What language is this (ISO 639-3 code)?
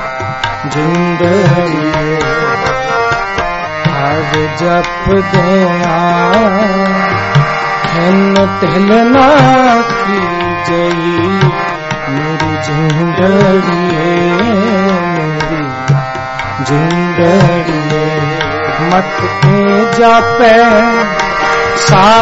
pan